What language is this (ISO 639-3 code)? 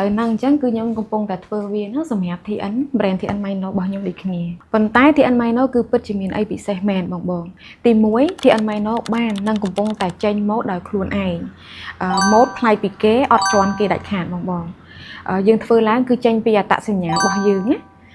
khm